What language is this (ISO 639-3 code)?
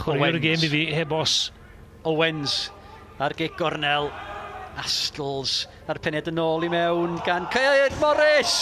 cym